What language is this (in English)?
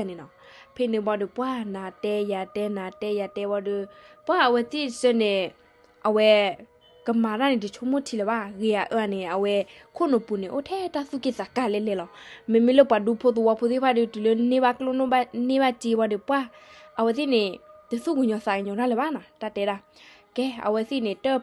S'gaw Karen